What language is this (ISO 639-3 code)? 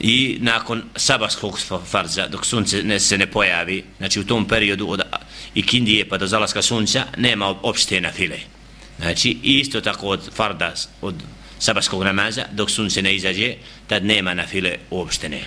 bos